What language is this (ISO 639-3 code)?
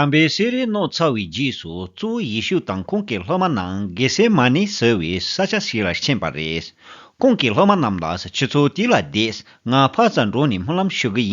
bod